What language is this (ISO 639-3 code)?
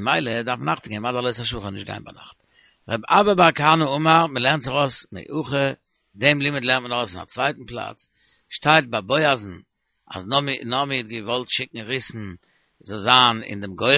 yid